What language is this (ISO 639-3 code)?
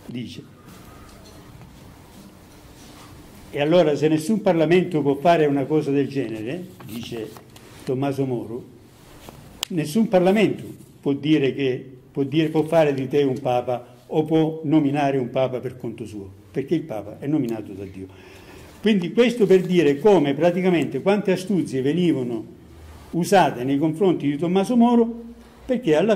ita